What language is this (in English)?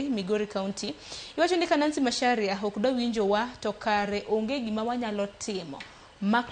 Luo (Kenya and Tanzania)